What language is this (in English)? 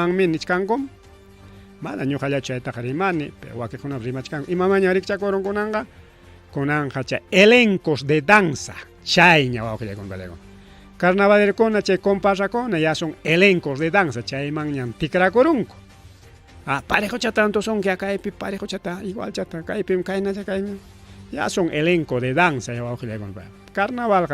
Ayacucho Quechua